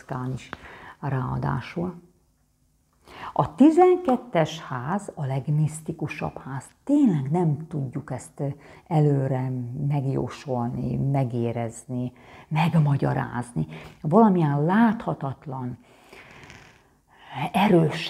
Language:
Hungarian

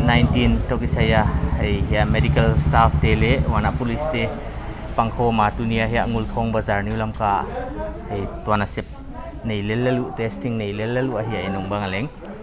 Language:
Paite Chin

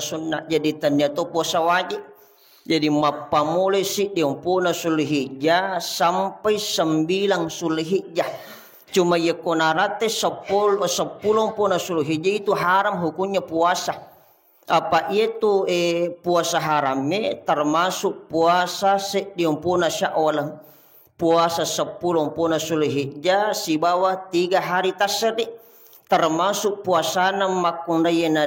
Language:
Buginese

